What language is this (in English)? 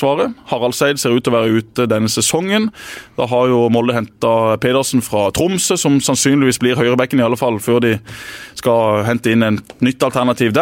Norwegian